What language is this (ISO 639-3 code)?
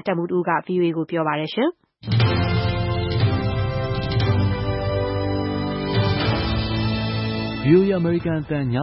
mya